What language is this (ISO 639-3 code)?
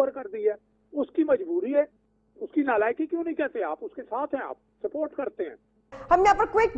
urd